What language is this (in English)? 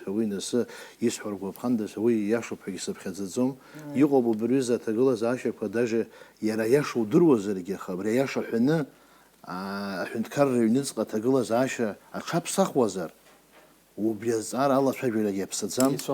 Abkhazian